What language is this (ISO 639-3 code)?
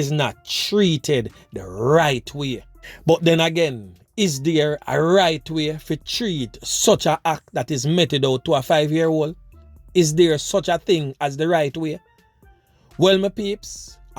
jam